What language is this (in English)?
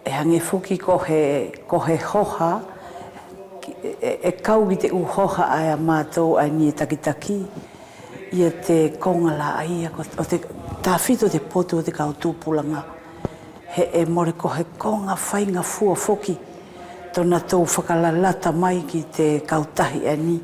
Wallisian